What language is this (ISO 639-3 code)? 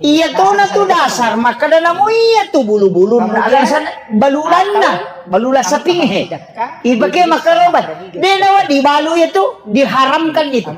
bug